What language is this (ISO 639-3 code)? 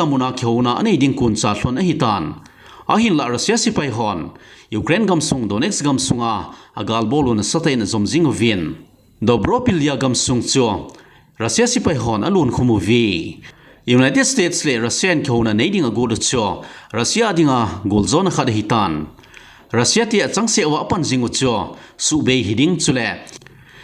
tcz